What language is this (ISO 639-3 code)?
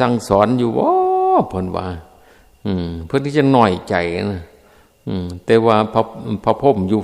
tts